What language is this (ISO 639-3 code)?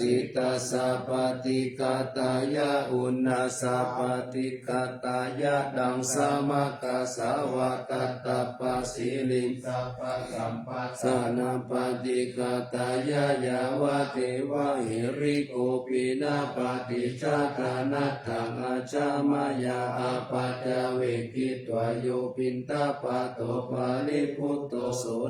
pli